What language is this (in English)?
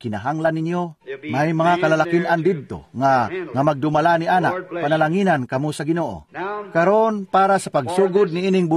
Cebuano